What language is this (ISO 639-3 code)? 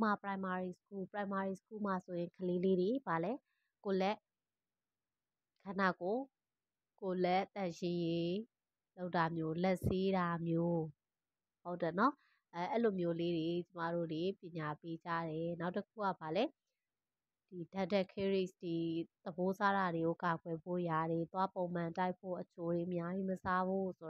mya